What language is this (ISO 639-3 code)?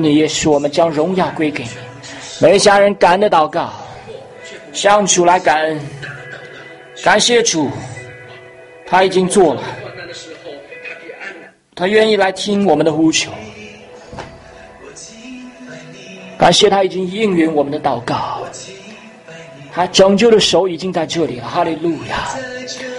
zho